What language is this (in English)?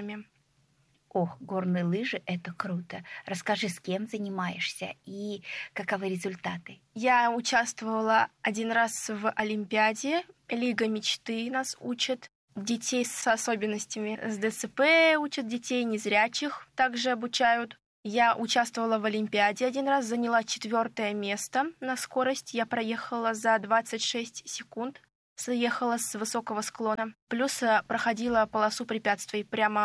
Russian